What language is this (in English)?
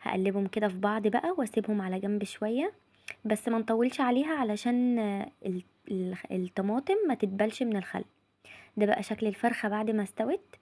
Egyptian Arabic